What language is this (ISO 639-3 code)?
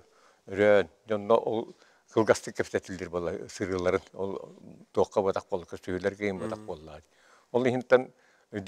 sah